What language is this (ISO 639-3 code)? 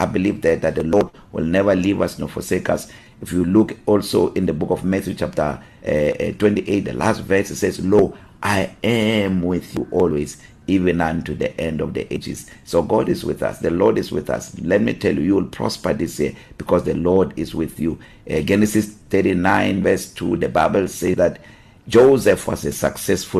eng